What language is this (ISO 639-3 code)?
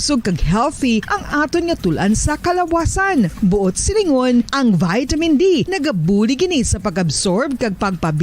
hil